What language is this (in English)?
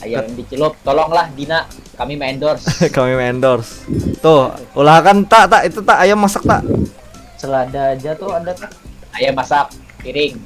Banjar